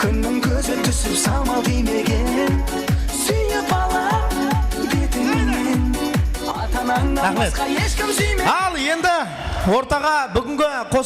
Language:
Kara-Kalpak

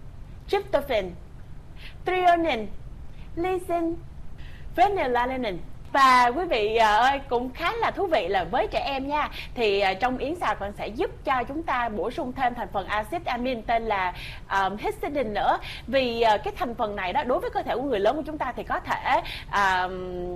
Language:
Vietnamese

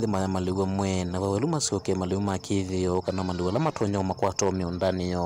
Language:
Kamba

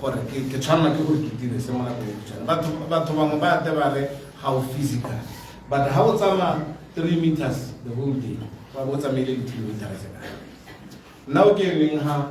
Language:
Tswana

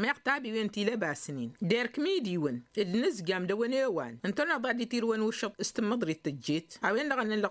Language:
Tamasheq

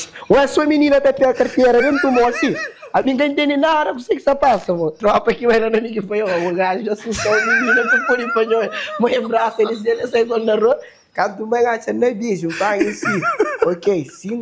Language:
Kabuverdianu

